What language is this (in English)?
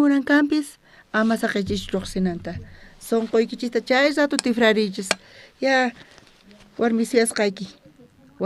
South Bolivian Quechua